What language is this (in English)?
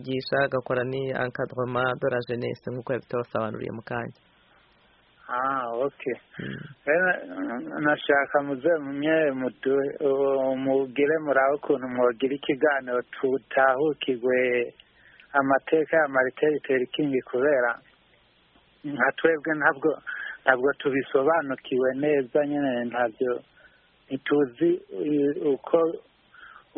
Kinyarwanda